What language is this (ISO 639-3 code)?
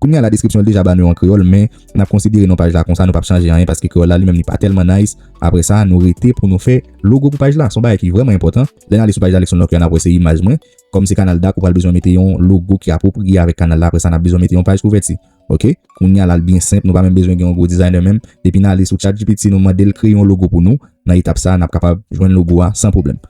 hat